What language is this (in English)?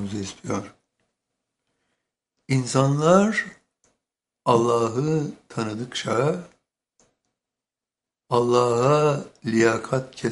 Turkish